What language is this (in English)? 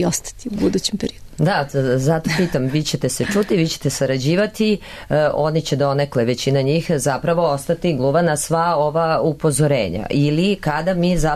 Serbian